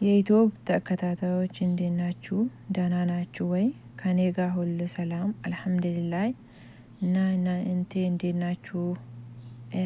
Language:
Amharic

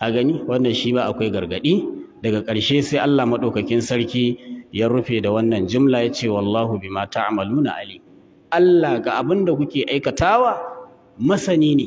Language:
Hausa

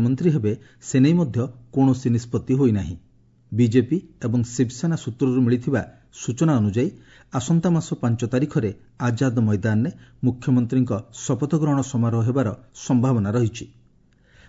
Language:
Odia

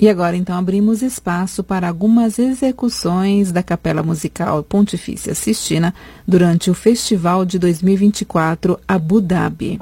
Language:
Portuguese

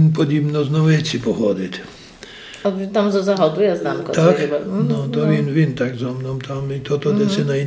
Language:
Rusyn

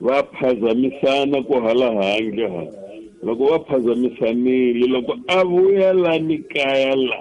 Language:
Tsonga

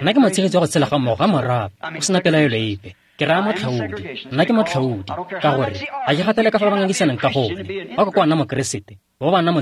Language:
Tswana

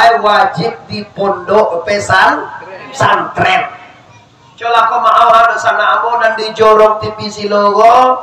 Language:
Minangkabau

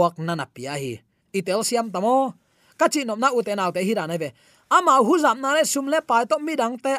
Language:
Tedim Chin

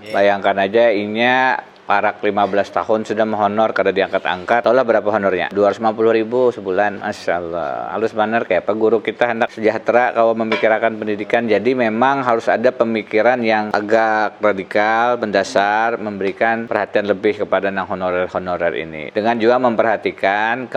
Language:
Banjar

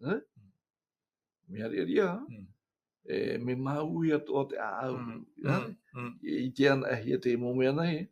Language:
Tahitian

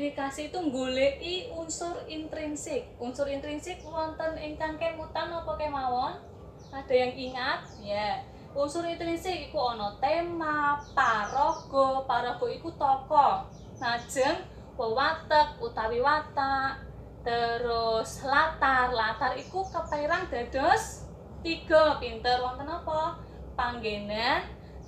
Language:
Javanese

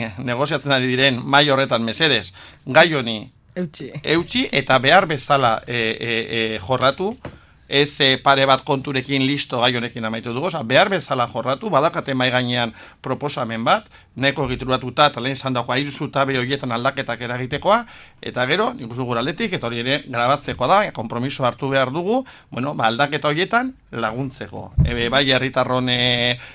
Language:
Basque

